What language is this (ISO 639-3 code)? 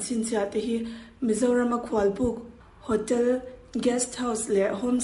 lus